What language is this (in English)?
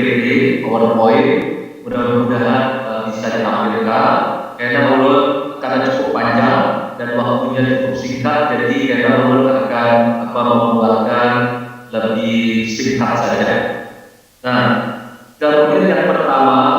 Banjar